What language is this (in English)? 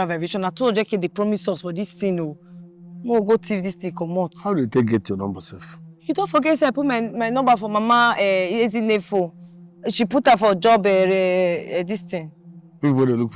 Nigerian Pidgin